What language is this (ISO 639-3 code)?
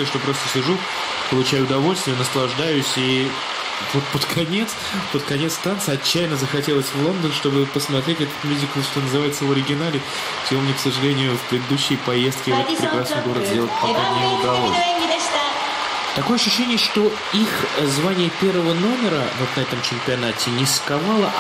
rus